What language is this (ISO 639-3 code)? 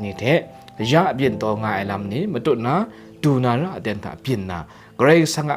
kac